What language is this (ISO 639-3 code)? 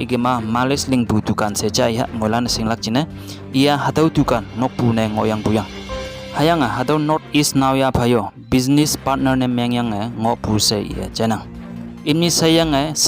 nbe